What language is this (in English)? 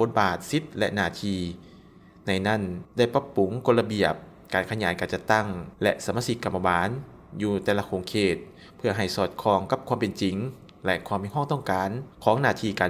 Lao